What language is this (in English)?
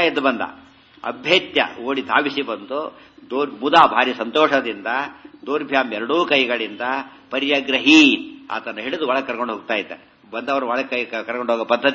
Kannada